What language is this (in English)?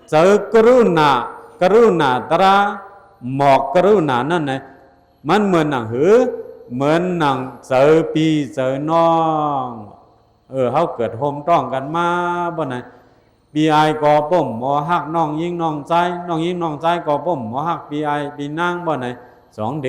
Shan